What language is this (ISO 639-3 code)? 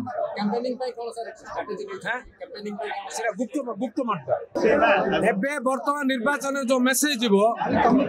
ori